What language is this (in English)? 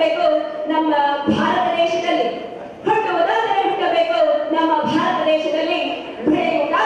Kannada